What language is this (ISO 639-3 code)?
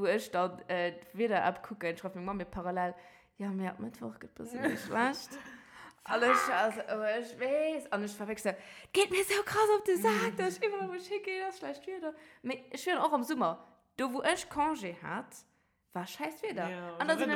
ltz